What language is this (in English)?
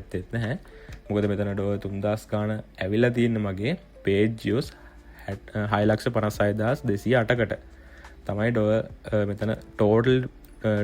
Sinhala